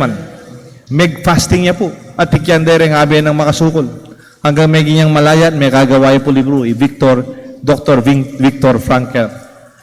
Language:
Pampanga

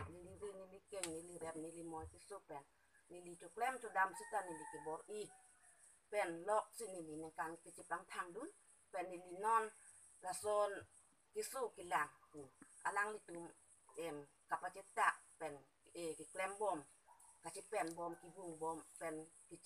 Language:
Karbi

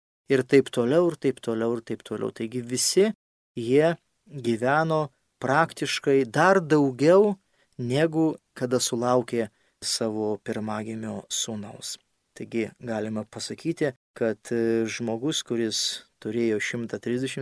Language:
Lithuanian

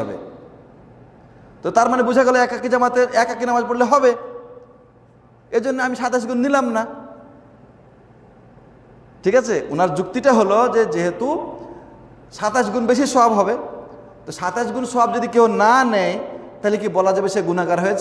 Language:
Bangla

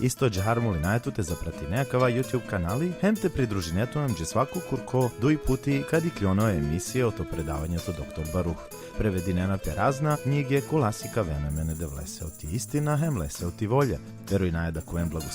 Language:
Balkan Romani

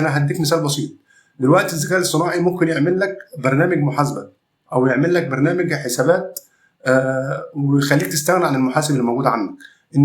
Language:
Egyptian Arabic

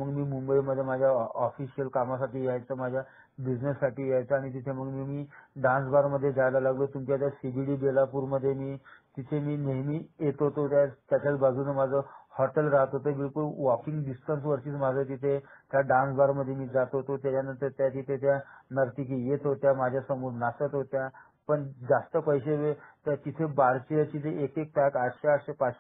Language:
Marathi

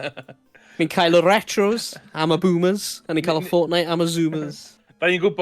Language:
Welsh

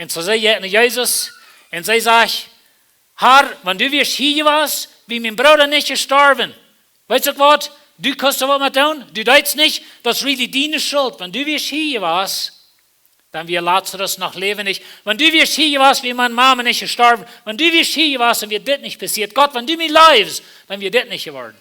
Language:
Plautdietsch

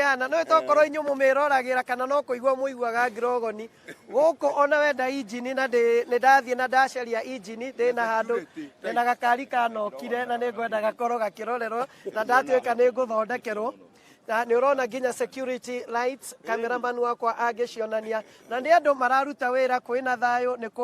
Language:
Kikuyu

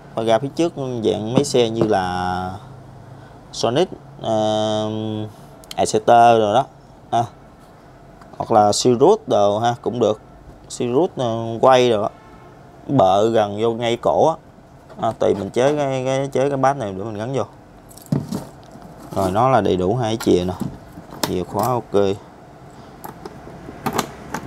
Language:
Vietnamese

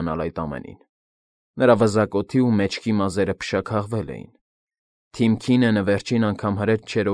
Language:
Armenian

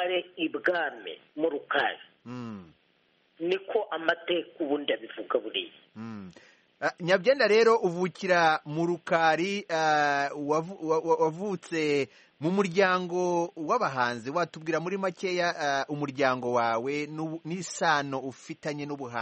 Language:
Kinyarwanda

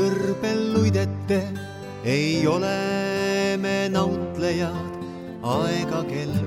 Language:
Estonian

